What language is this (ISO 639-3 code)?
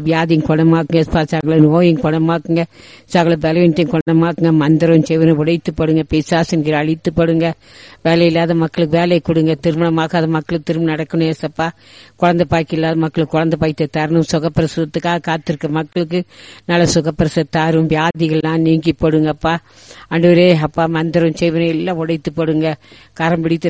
tam